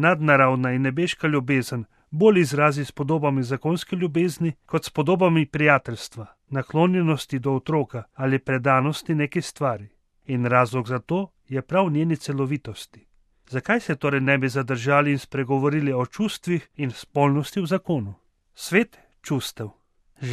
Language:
Slovenian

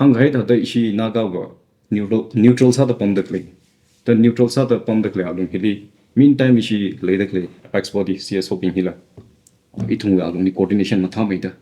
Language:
Tangkhul Naga (India)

